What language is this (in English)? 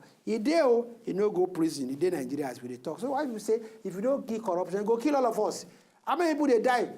Nigerian Pidgin